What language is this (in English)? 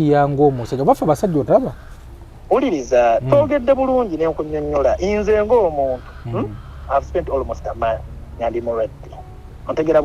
Ganda